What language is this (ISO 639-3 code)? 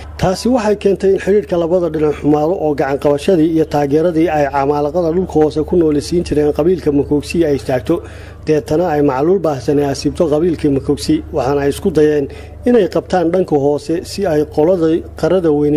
som